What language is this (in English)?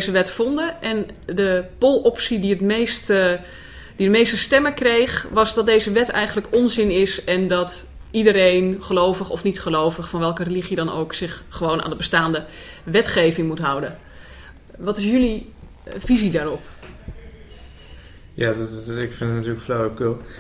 Dutch